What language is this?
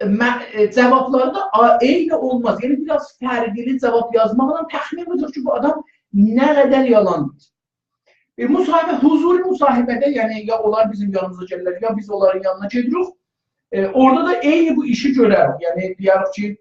South Azerbaijani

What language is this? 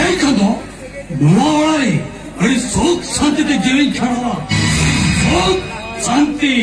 Santali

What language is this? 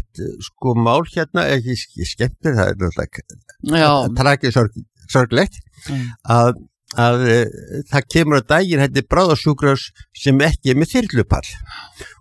Icelandic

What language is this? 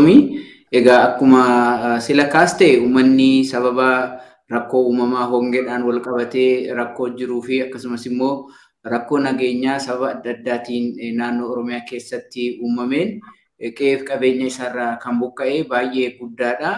Oromo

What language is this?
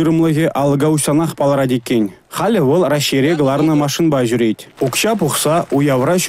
Chuvash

